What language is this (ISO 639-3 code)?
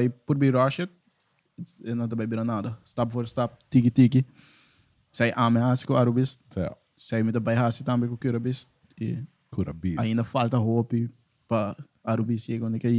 pap